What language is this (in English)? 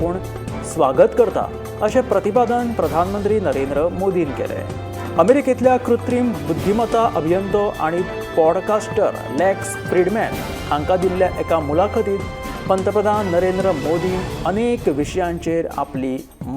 Konkani